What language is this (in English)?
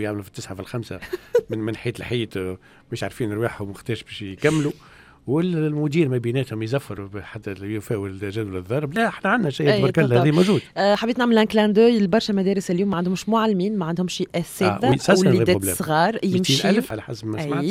Tunisian Arabic